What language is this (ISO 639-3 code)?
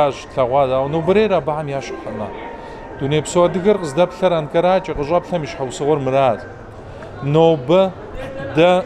kbd